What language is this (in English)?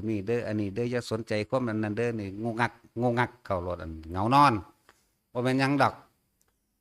Northeastern Thai